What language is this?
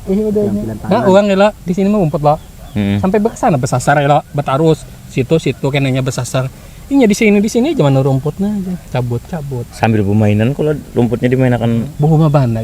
Banjar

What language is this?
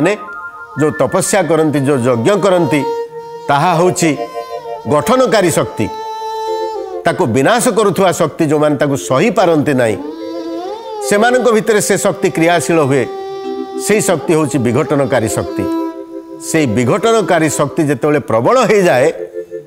Odia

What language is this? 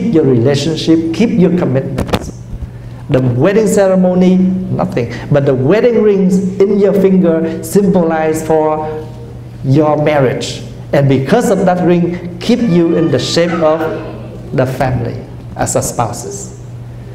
Vietnamese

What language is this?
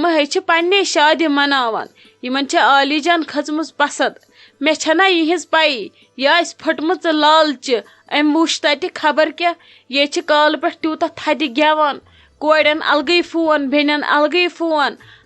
Kashmiri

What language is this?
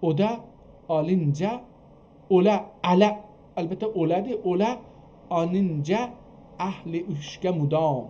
South Azerbaijani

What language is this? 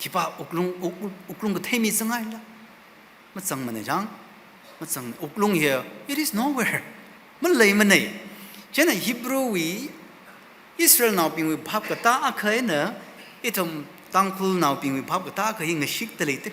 Tangkhul Naga (India)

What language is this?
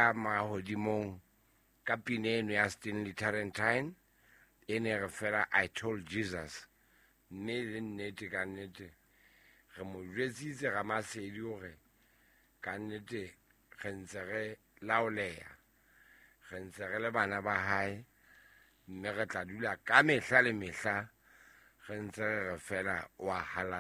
Southern Sotho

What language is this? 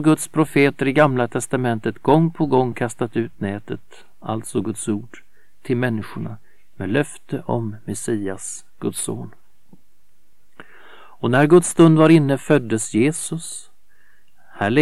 Swedish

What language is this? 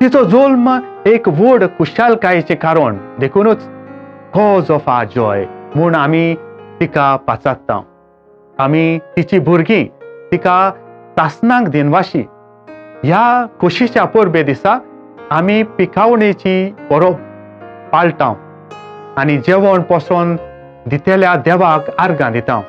Konkani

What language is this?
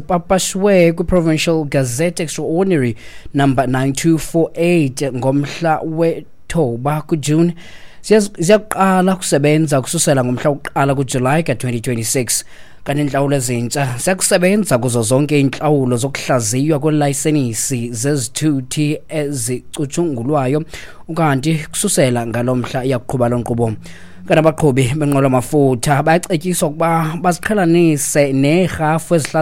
Xhosa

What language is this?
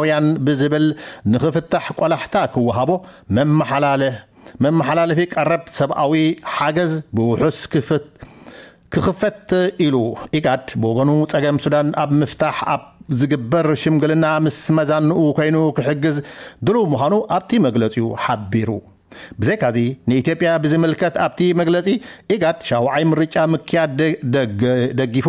Tigrinya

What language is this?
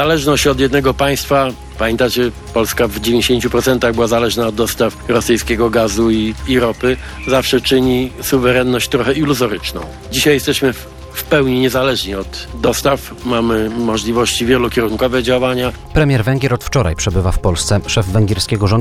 Polish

